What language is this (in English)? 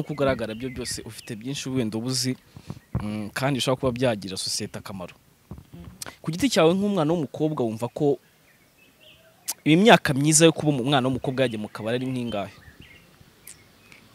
Kinyarwanda